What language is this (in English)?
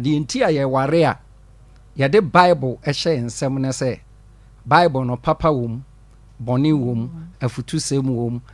Akan